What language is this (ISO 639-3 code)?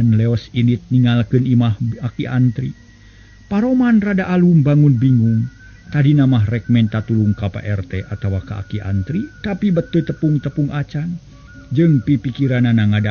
sun